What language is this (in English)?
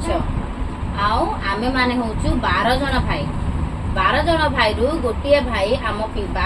Odia